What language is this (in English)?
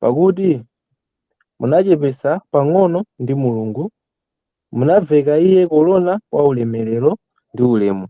Nyanja